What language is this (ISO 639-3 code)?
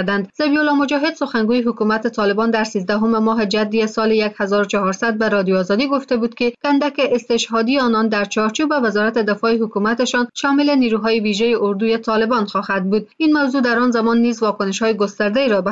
fas